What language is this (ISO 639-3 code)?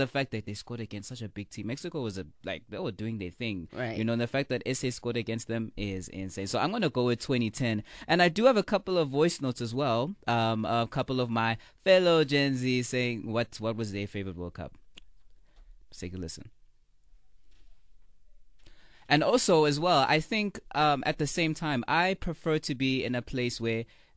eng